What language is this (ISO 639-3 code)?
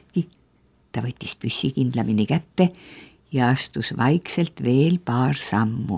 est